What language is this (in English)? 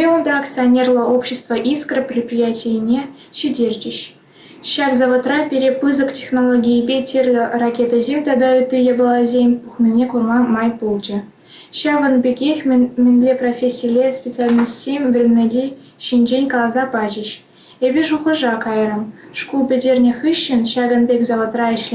Chuvash